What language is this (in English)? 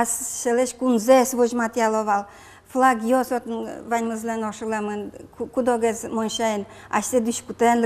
Udmurt